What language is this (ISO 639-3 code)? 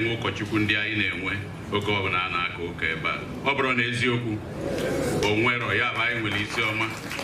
ibo